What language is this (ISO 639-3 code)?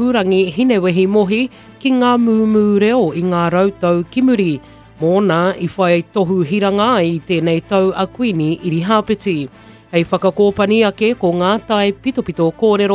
mri